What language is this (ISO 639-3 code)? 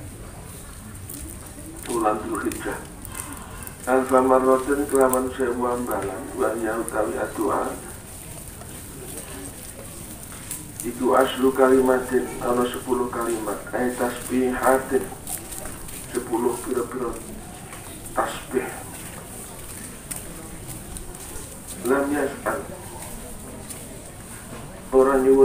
jav